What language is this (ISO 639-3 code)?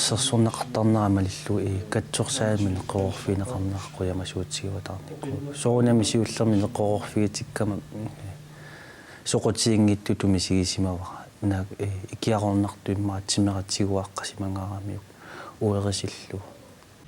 kal